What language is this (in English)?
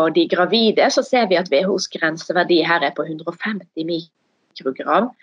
Norwegian